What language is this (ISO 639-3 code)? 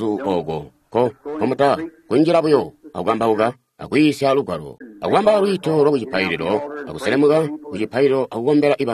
toi